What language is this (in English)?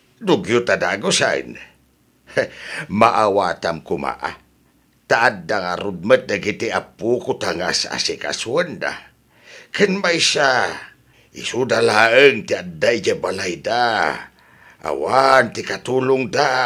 Iloko